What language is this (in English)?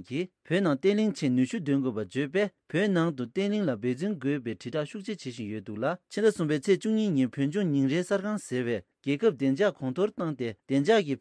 Tibetan